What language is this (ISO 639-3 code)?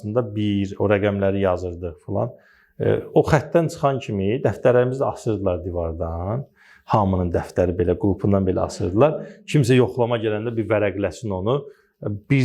aze